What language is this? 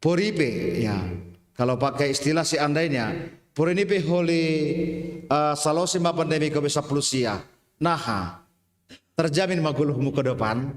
Batak Simalungun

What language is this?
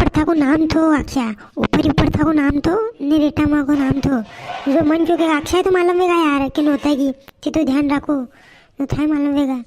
Rajasthani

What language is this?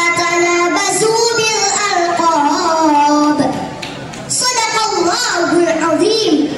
Banjar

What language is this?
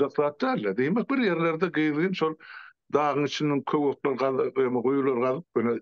Turkmen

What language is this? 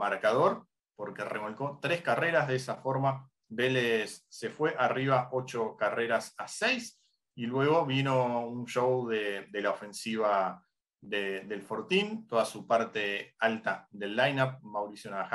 Spanish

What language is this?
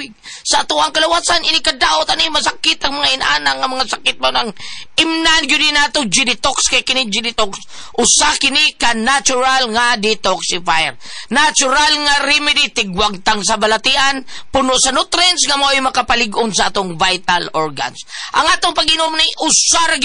Cebuano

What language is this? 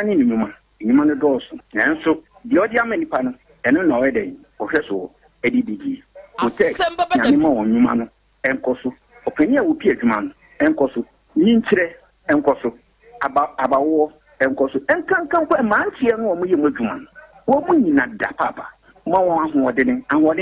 Akan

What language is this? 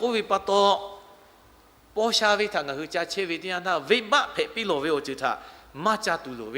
Lahu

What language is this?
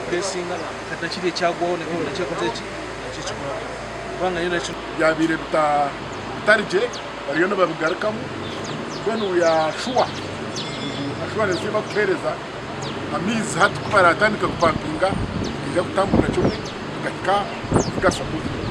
Nyankole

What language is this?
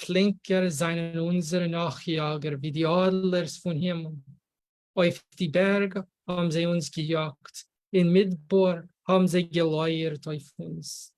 Yiddish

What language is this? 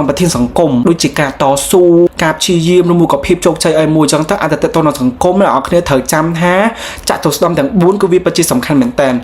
Khmer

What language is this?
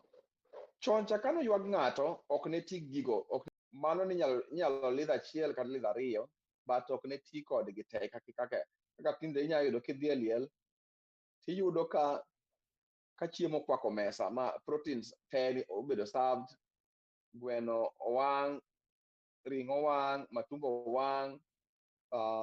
Luo (Kenya and Tanzania)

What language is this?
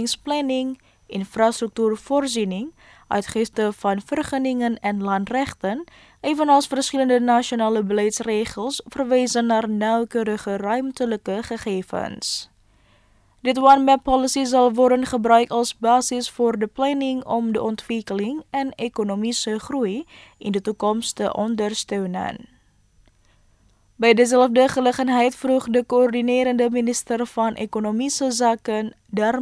Dutch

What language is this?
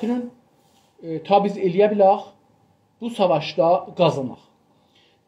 South Azerbaijani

